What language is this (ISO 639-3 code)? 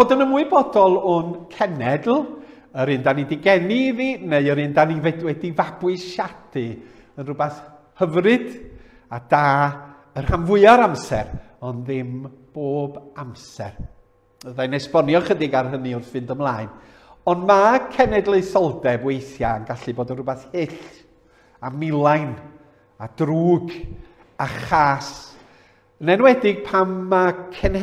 cym